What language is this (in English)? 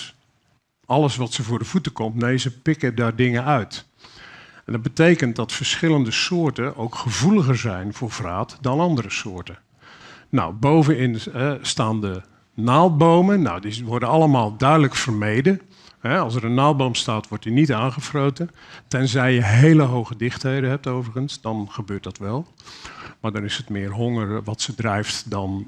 Dutch